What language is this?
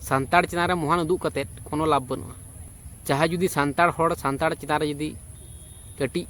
Santali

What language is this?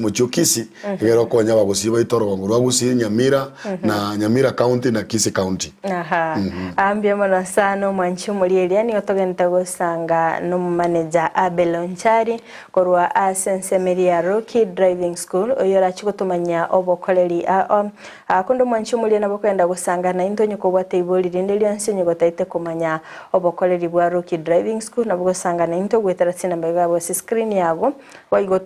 Gusii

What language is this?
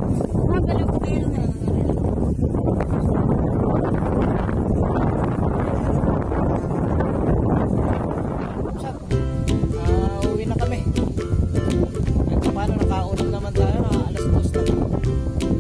Filipino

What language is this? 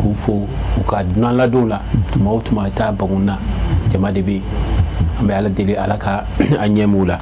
Bambara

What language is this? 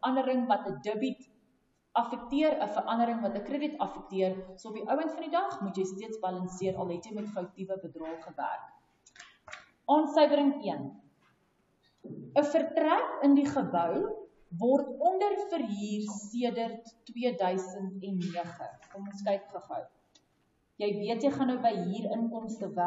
Afrikaans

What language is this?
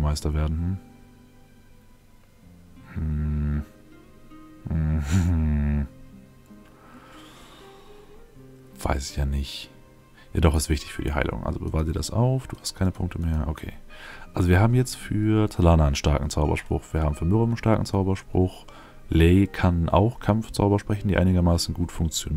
German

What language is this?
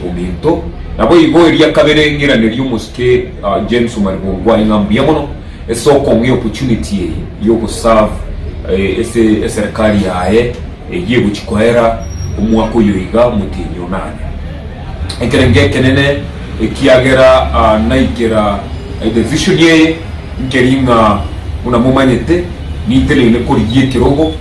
Gusii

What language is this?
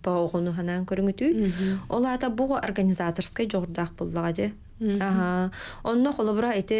Yakut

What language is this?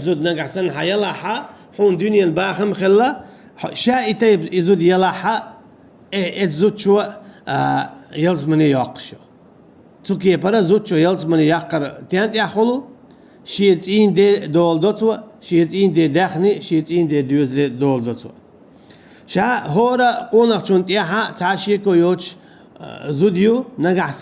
Chechen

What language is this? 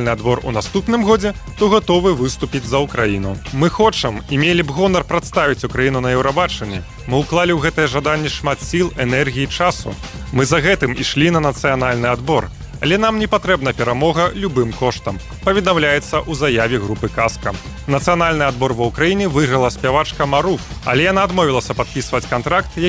Belarusian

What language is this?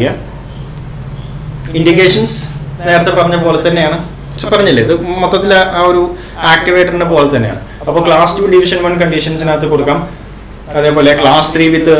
Malayalam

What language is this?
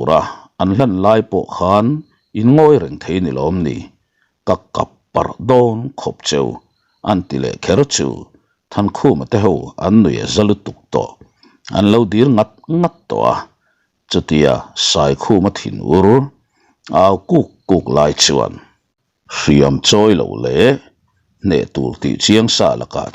Mizo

